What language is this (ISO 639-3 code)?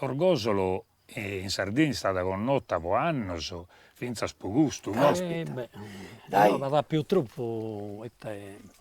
srd